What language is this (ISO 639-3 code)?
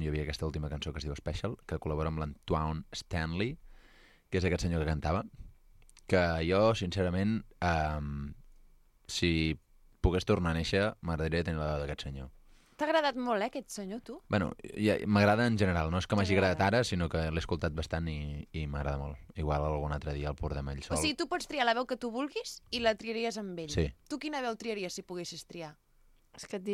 cat